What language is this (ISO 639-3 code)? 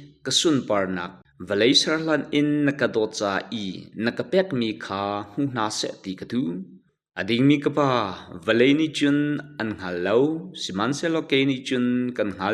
cnh